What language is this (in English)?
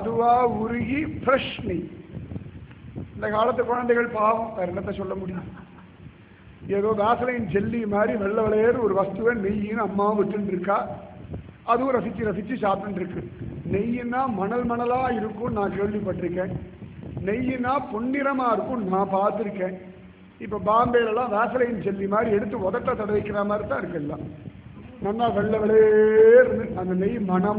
Tamil